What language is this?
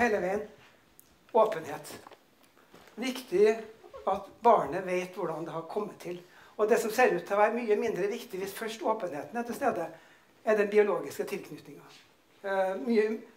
Norwegian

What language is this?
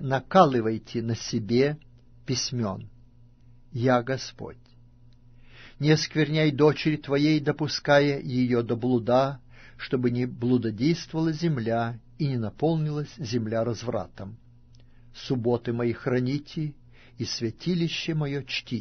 Russian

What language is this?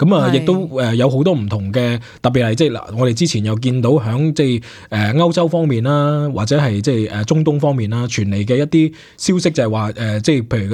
Cantonese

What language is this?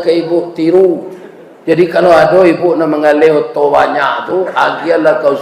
Minangkabau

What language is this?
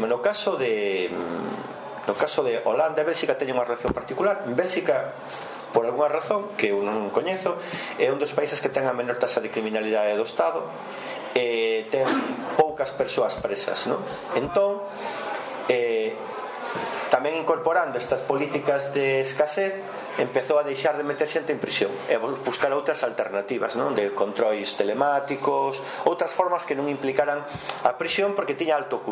Galician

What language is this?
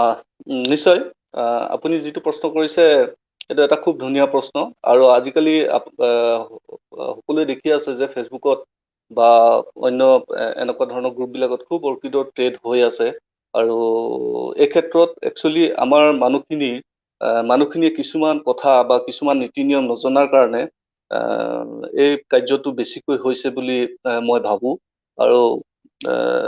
Assamese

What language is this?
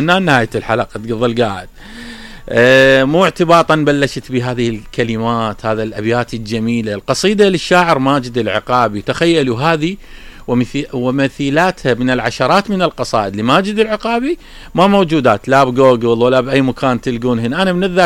Mesopotamian Arabic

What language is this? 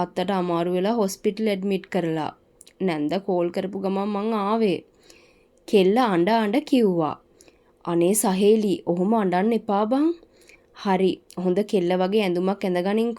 Sinhala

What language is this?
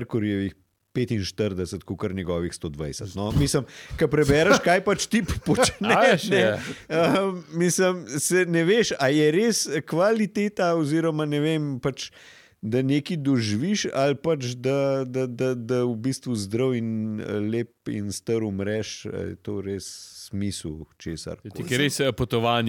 Slovenian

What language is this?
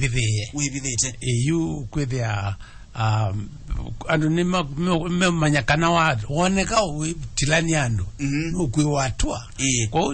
Kamba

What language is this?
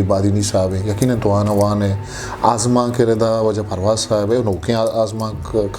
Eastern Balochi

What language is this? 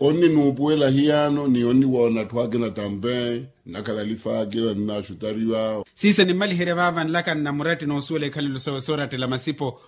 Makhuwa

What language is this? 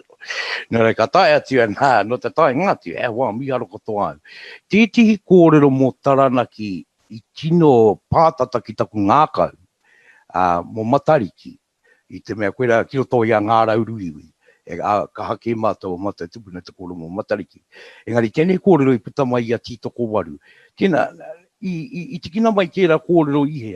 Māori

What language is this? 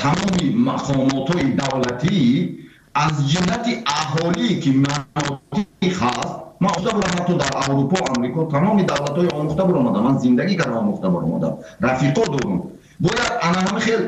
Tajik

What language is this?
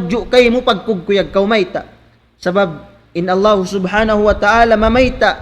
Tausug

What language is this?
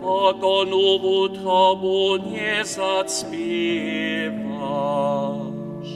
Upper Sorbian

